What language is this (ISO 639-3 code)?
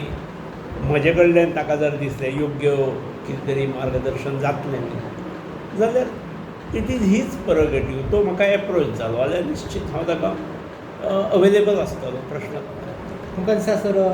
kok